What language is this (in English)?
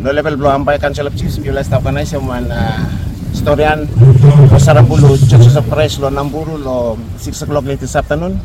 Bislama